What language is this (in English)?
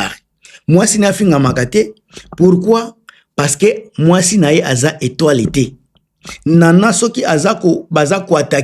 Lingala